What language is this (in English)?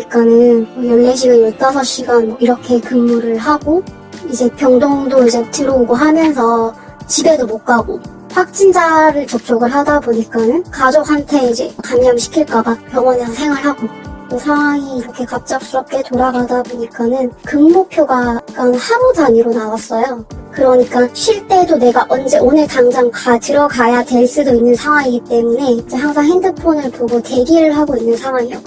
Korean